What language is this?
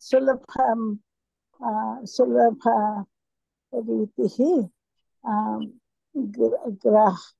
Sanskrit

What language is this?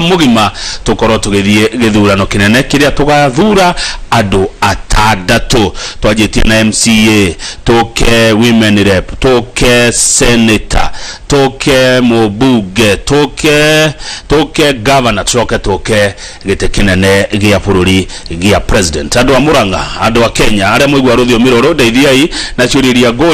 Kikuyu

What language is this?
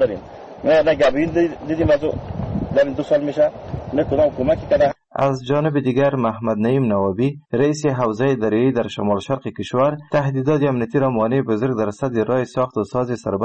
Persian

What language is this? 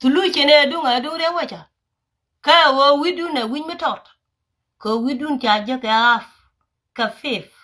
Nuer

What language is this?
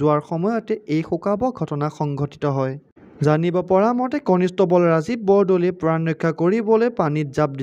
Assamese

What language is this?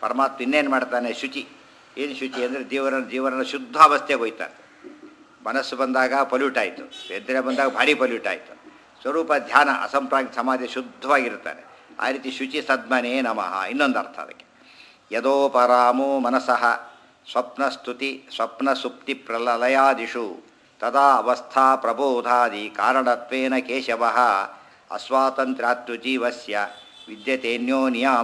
Kannada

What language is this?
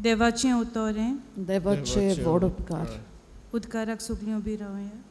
Konkani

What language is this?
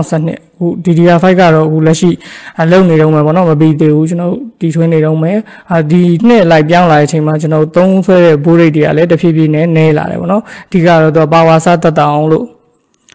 Burmese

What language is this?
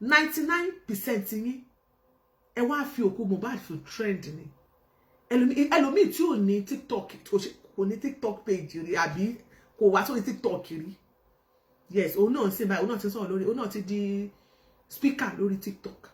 Yoruba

